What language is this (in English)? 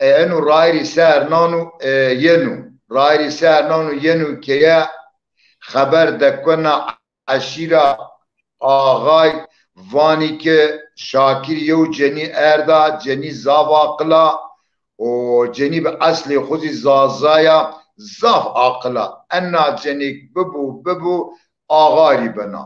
Zaza